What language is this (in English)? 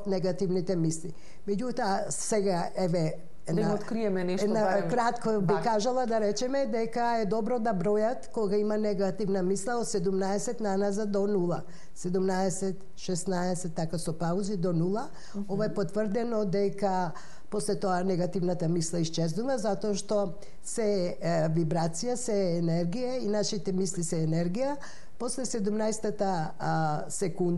Macedonian